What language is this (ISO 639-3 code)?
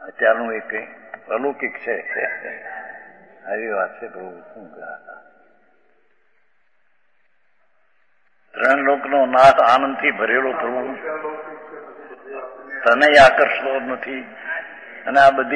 guj